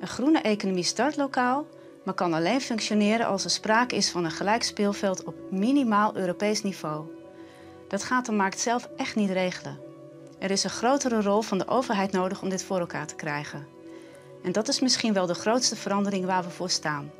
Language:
Western Frisian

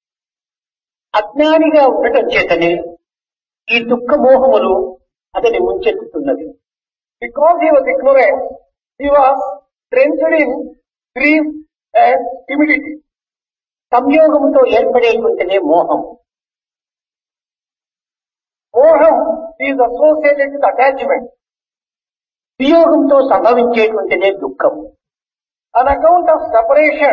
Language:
Telugu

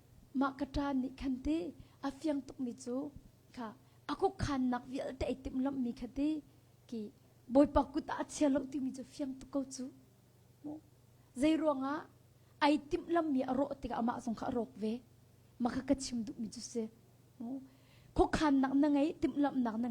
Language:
Hakha Chin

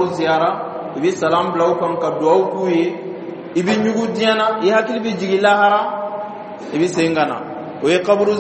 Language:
Dyula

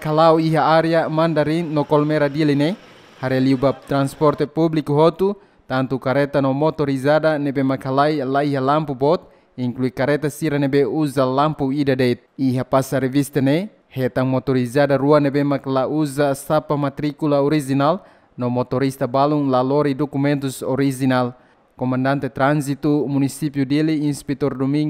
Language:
Tetum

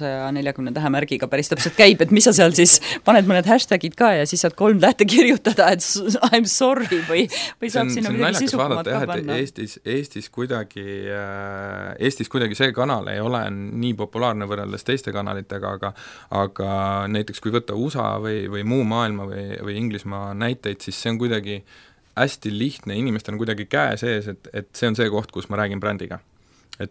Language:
Estonian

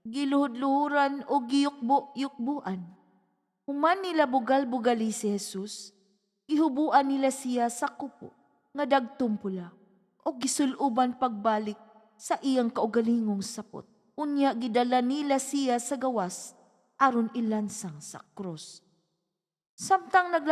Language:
Cebuano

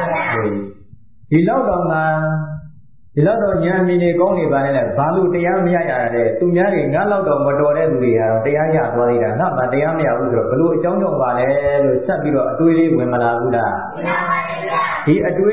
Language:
Burmese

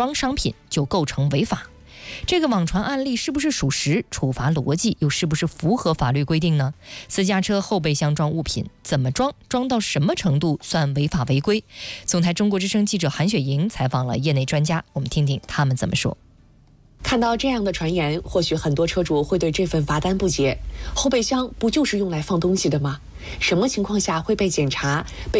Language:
Chinese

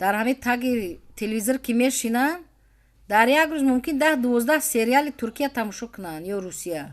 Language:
Tajik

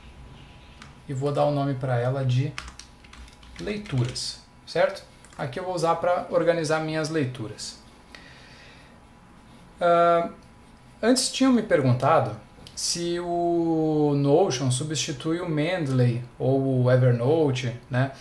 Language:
Portuguese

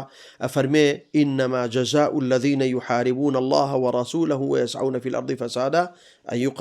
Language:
Central Kurdish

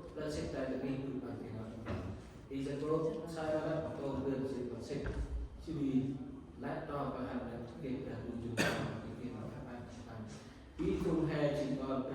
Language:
Central Mnong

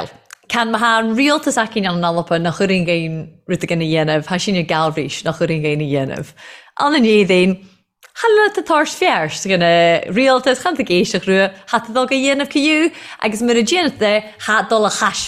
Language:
Irish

